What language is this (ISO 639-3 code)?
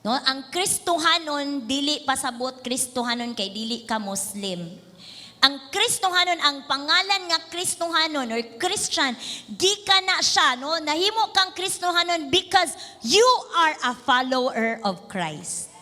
ceb